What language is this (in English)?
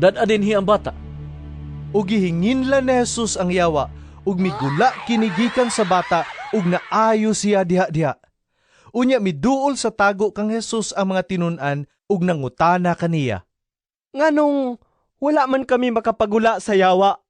Cebuano